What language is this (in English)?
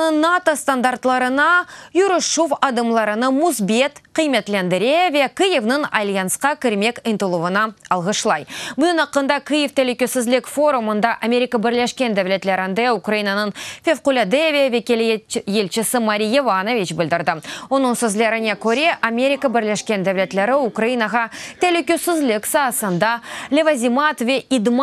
Crimean Tatar